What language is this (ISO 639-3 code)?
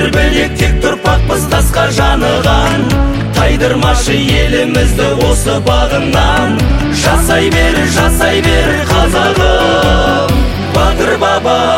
kaz